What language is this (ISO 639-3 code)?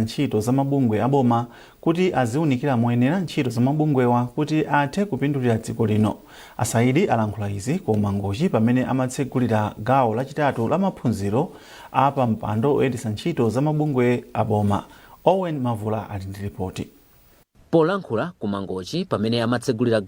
nya